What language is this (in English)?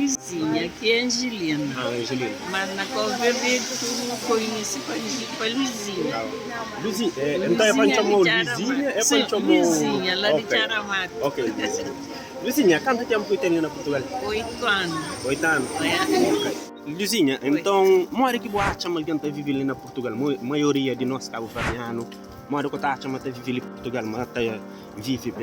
Kabuverdianu